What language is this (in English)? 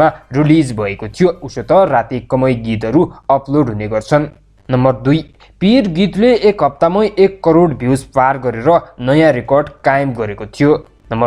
Nepali